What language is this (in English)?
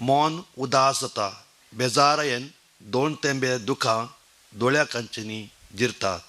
Konkani